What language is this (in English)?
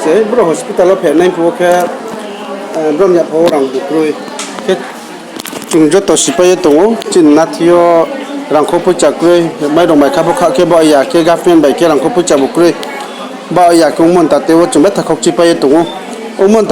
Riang (India)